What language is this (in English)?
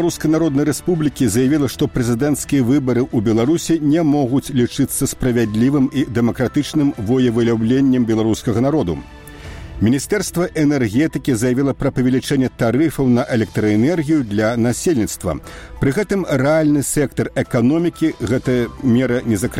Belarusian